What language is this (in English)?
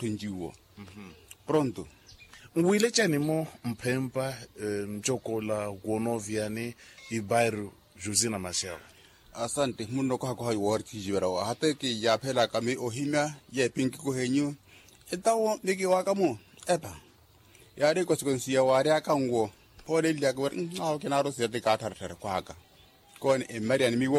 Makhuwa